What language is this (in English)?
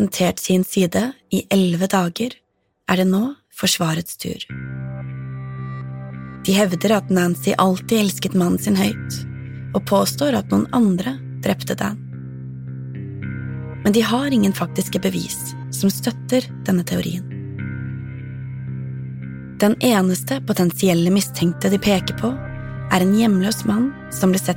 Norwegian